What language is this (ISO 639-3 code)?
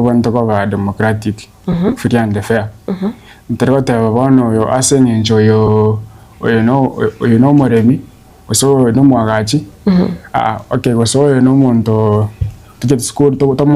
guz